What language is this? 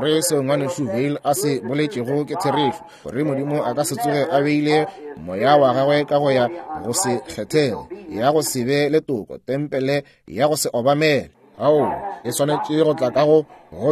Northern Sotho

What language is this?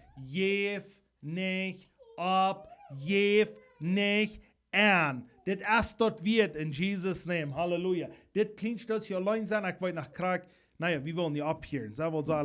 Plautdietsch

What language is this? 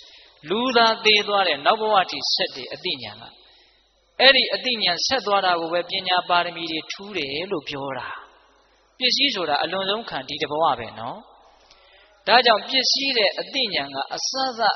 Burmese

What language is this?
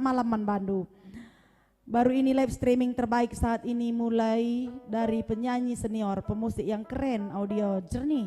Batak Karo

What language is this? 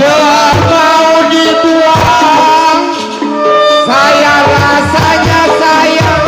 Betawi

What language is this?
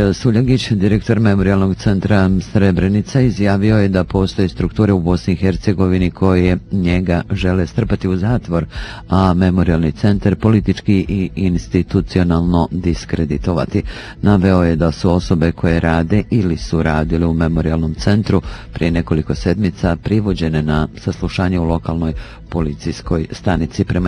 Bosnian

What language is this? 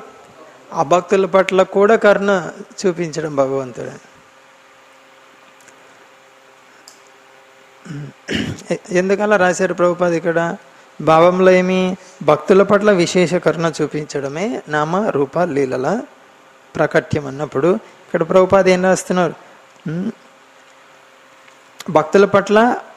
Telugu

